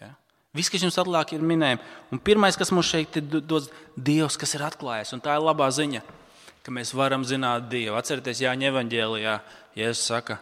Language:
Latvian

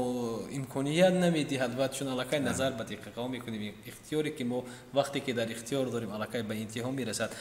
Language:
Tajik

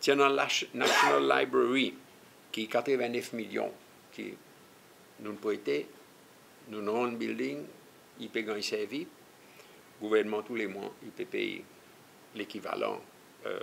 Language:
Seselwa Creole French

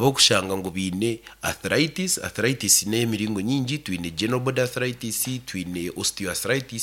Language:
Nyankole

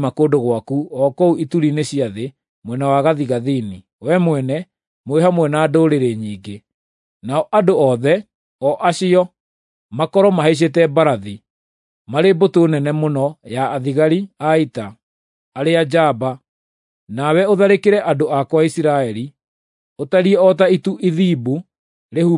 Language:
Kikuyu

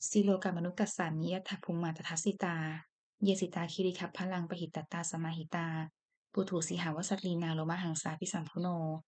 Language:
Pali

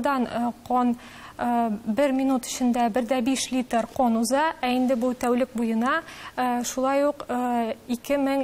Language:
Tatar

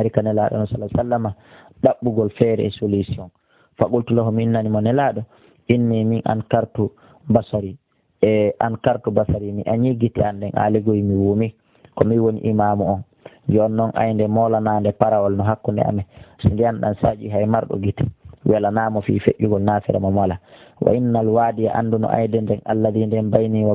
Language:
Pular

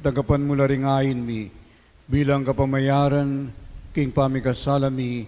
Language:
Pampanga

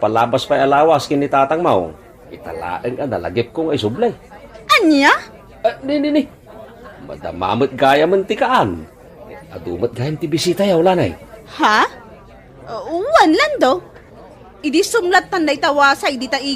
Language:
Iloko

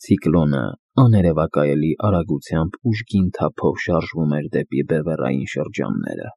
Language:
Armenian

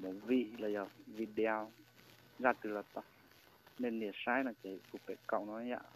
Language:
Hmong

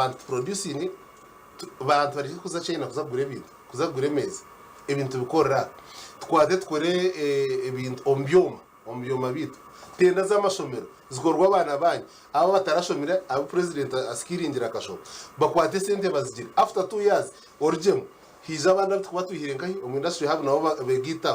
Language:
Nyankole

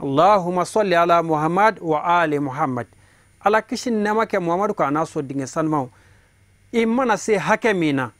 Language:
Bambara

